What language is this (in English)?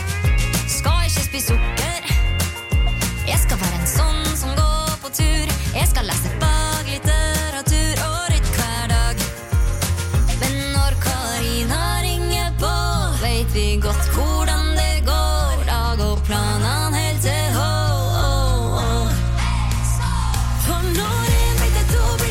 Norwegian